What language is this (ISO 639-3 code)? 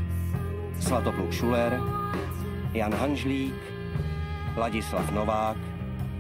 ces